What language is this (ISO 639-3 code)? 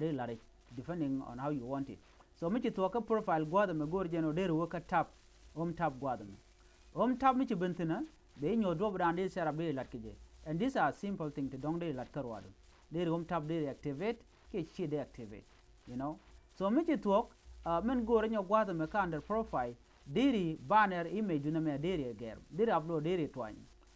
nus